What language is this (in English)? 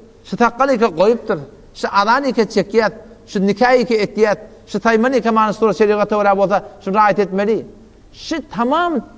Turkmen